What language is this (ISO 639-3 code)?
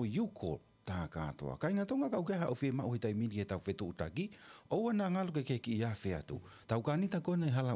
ton